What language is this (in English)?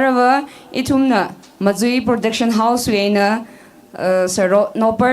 Tangkhul Naga (India)